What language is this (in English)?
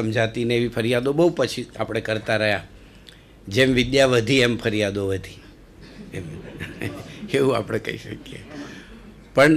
Gujarati